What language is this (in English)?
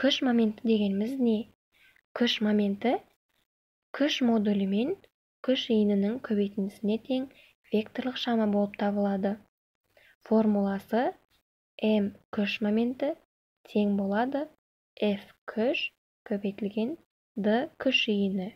Kazakh